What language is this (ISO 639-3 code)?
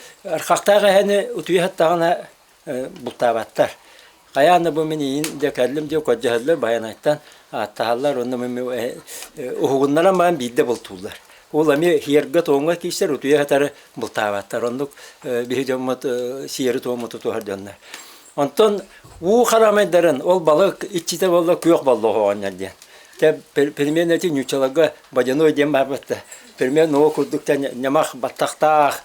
sah